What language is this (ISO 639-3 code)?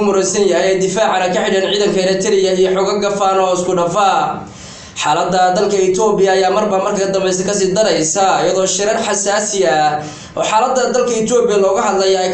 som